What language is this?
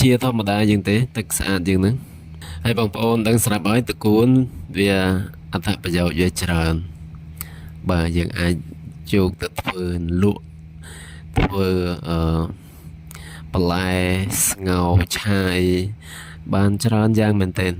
Khmer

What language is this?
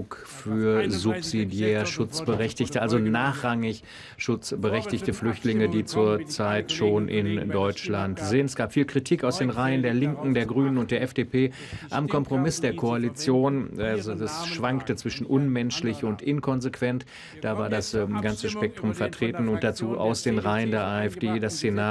German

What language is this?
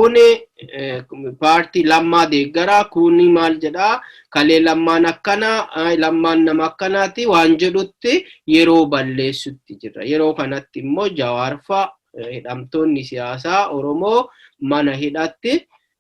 Oromo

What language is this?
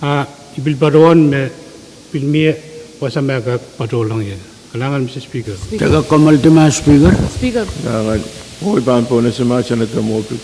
Pohnpeian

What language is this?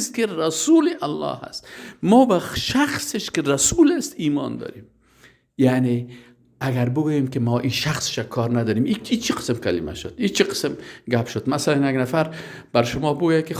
Persian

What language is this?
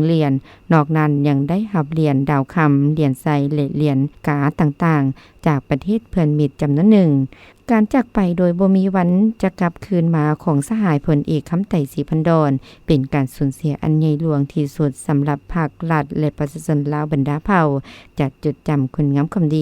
Lao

